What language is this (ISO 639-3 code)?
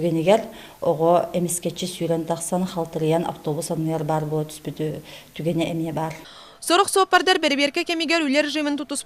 sah